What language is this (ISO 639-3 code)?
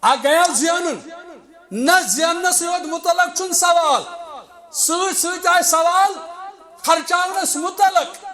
kas